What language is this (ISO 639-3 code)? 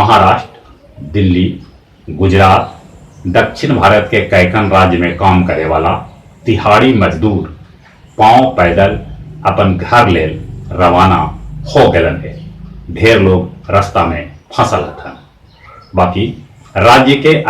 mag